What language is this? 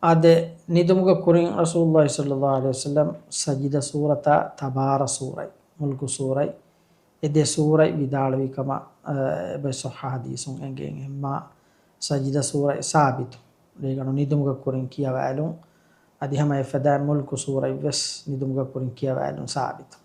Divehi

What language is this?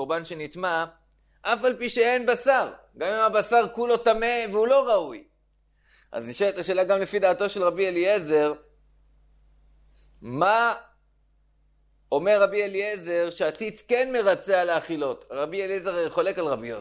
Hebrew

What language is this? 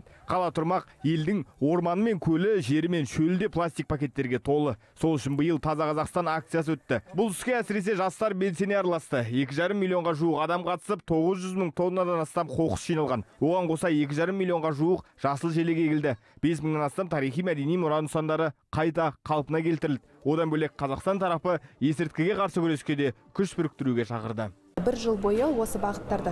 Kazakh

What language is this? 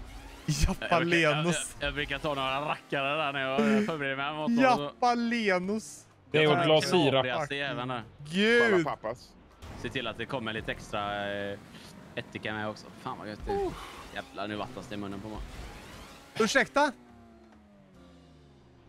Swedish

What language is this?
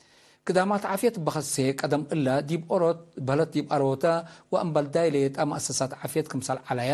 Tigre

